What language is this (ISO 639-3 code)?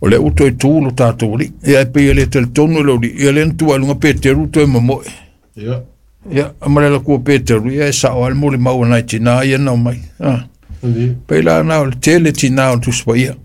smo